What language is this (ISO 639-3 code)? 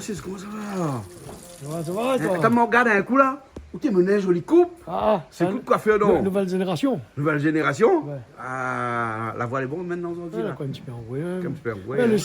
rcf